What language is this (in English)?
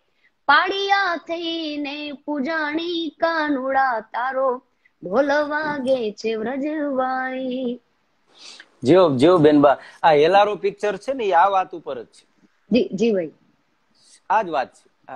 Gujarati